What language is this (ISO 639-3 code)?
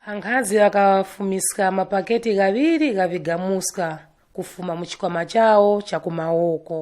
nya